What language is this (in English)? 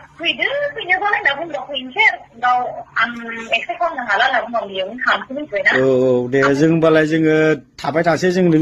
Bodo